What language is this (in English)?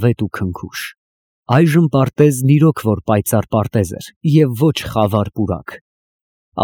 Armenian